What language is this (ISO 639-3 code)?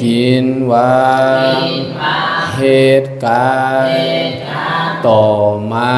shn